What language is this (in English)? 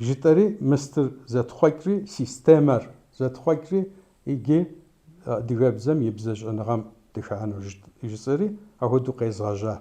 Kabardian